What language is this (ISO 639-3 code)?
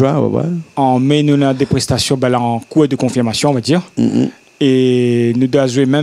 rcf